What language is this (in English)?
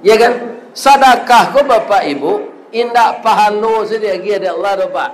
Minangkabau